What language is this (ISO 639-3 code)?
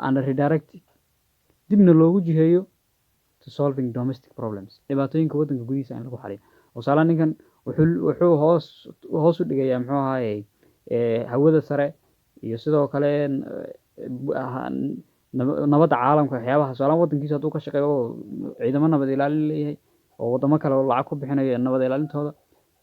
som